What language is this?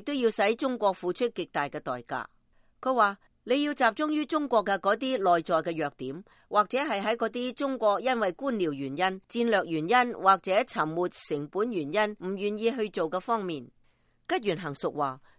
Cantonese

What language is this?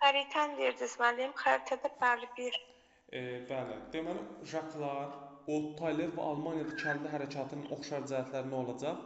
Azerbaijani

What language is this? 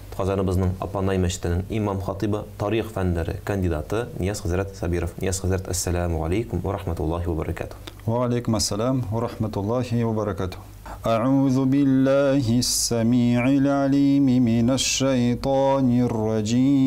Tatar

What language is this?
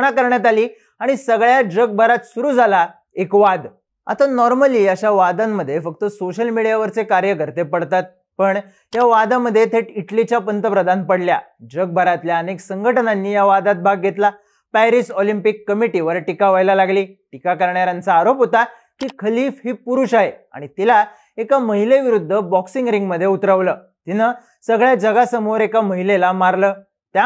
Marathi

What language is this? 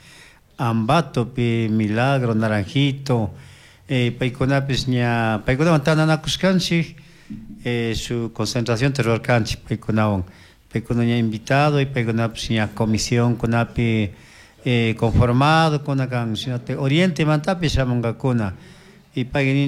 Chimborazo Highland Quichua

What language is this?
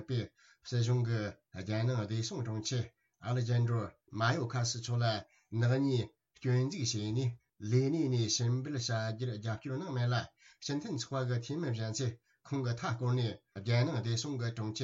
Tibetan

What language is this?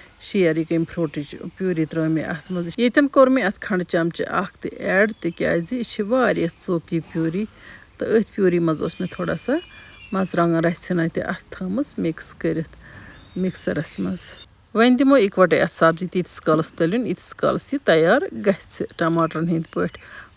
Kashmiri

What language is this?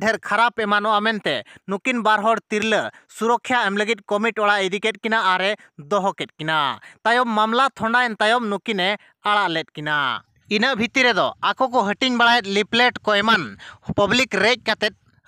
Santali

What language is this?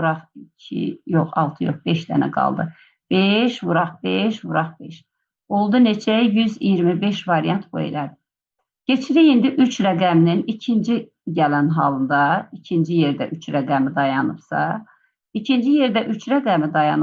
Azerbaijani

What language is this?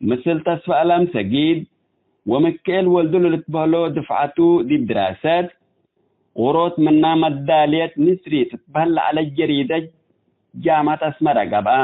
Tigre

